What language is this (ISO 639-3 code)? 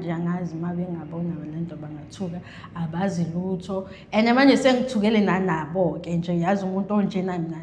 zul